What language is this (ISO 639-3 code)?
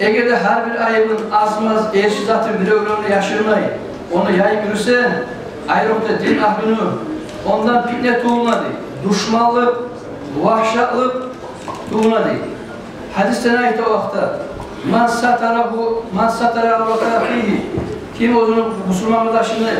kum